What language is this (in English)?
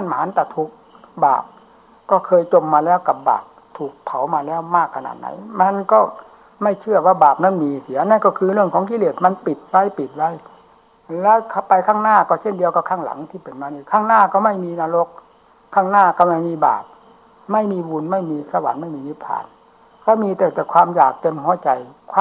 Thai